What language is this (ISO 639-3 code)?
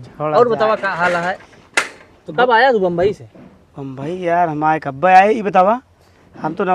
awa